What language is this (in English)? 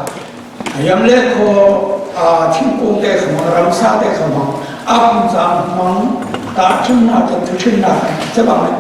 Falam Chin